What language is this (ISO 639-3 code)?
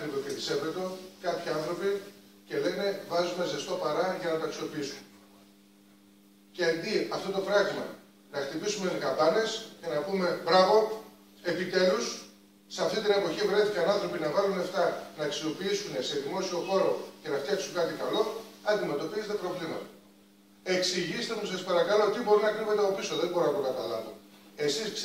ell